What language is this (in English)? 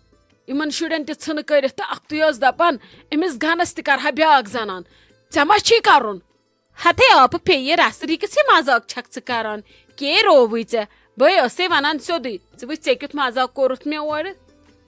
Kashmiri